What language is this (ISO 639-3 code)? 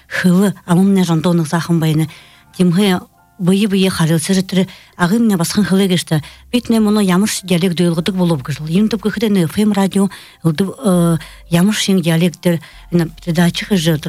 bua